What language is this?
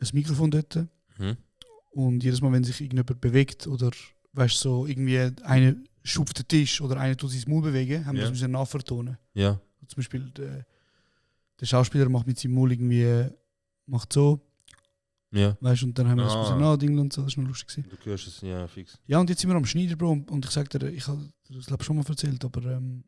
Swiss German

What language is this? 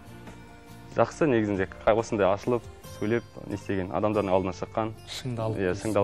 Kazakh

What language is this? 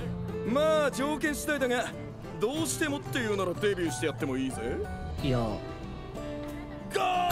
Japanese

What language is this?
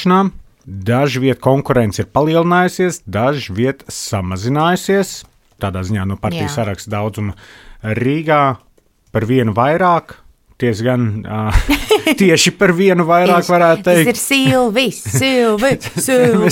Latvian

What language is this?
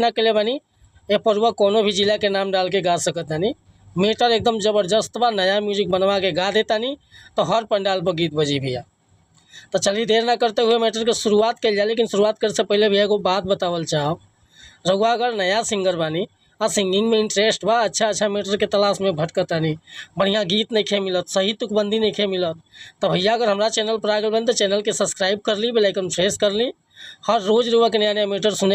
Bhojpuri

